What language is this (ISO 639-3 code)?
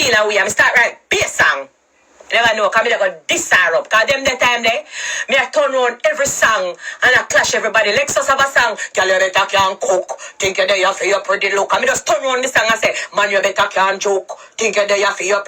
jam